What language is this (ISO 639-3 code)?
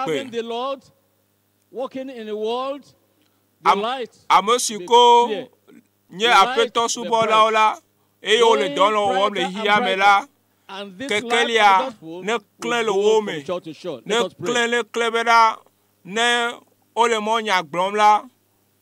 ewe